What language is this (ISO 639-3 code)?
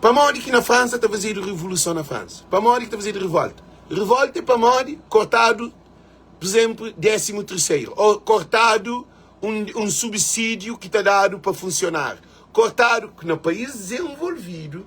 kea